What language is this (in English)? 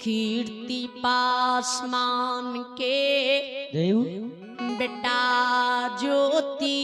Maithili